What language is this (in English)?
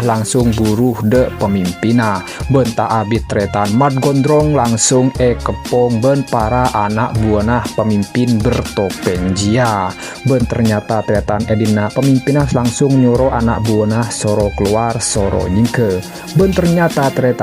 Madurese